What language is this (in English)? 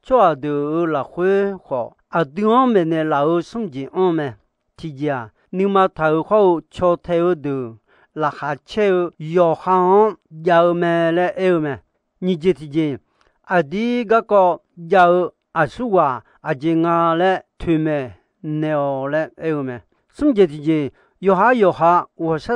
Akha